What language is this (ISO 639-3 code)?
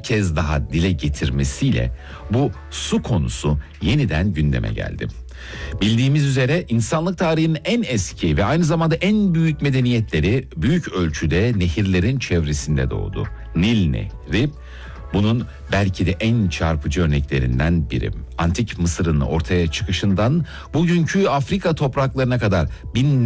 tur